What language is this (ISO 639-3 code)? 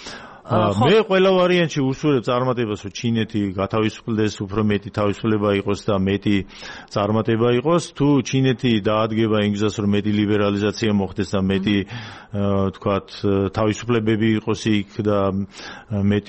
kat